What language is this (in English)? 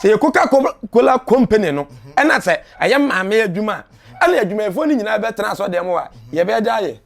Akan